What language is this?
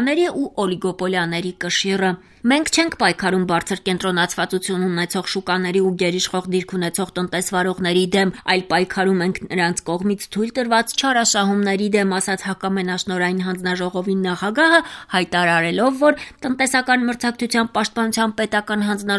Armenian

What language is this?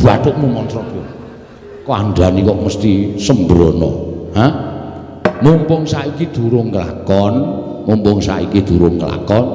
Javanese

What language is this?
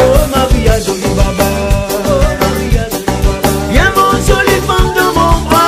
Réunion Creole French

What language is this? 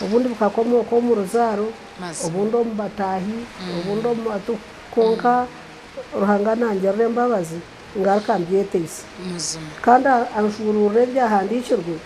Nyankole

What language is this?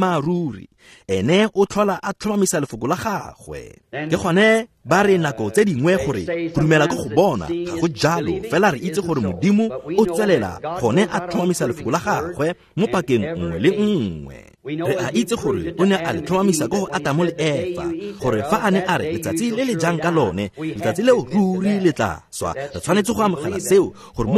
Tswana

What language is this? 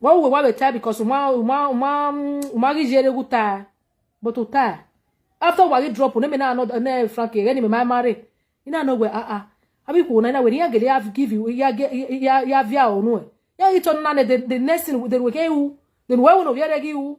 Nigerian Pidgin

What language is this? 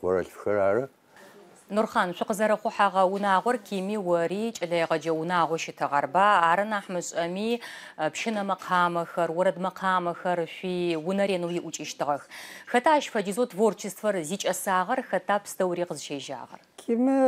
Adyghe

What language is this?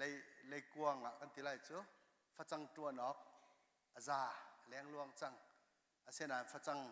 Hakha Chin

